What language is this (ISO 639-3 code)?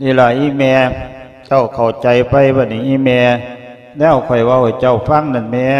lao